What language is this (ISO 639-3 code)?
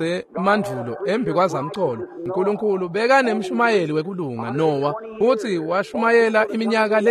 ssw